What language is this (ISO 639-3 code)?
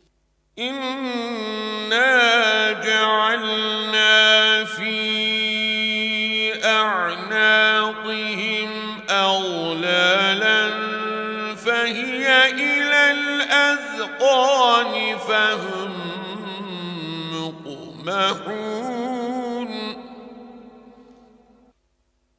ara